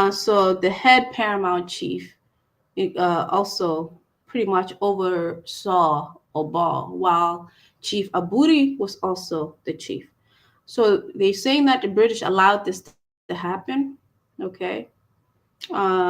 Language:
Acoli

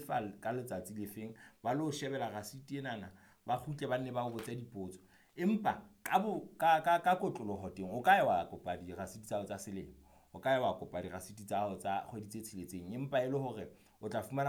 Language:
Southern Sotho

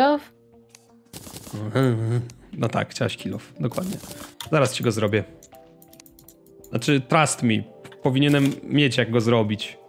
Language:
Polish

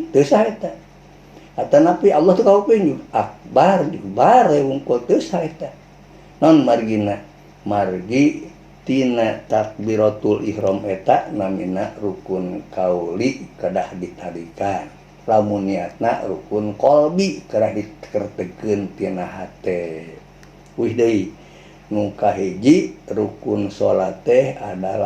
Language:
Sundanese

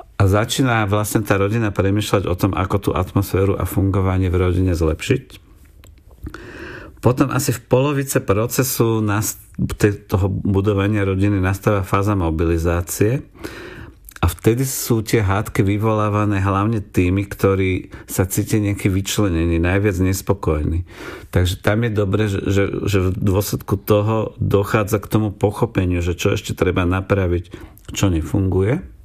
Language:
Slovak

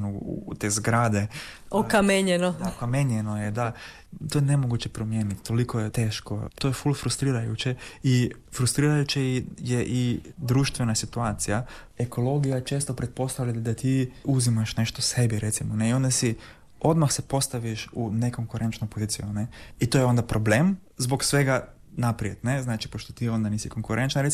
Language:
Croatian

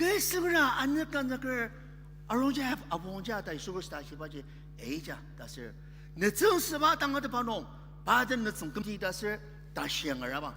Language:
Ao Naga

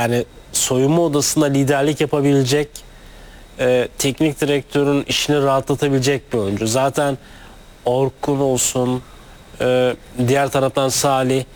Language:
Turkish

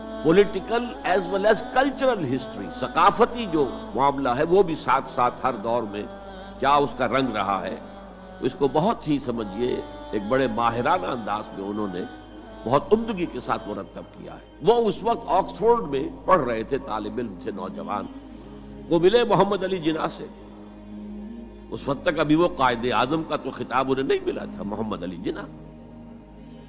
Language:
Urdu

